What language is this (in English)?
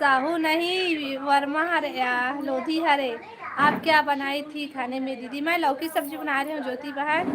Chhattisgarhi